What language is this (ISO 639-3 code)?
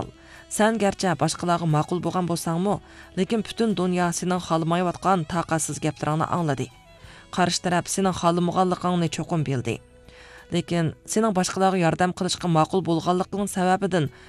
uig